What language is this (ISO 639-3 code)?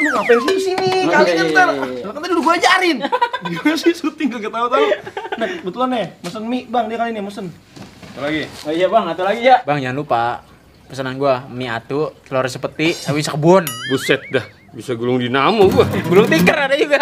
bew